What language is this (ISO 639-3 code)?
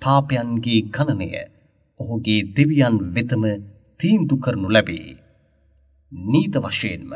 sin